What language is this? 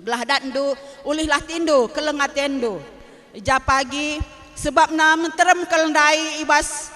Batak Karo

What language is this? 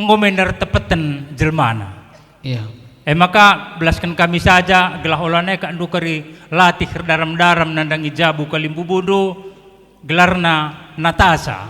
Batak Karo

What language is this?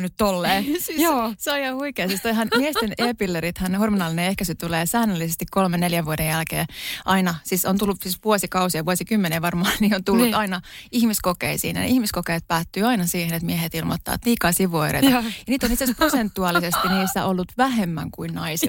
Finnish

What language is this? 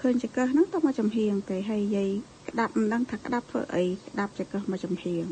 Khmer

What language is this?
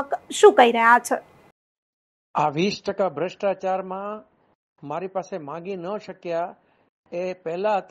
Gujarati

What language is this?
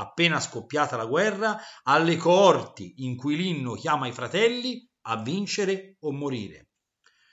Italian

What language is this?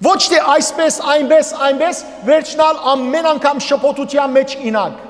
Western Armenian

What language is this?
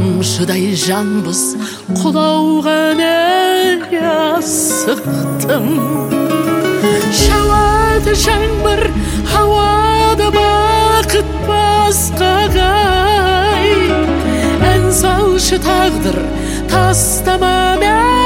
Kazakh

